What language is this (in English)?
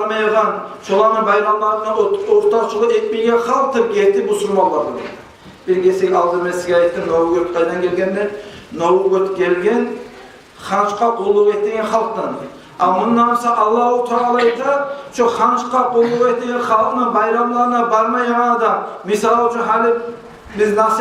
Kumyk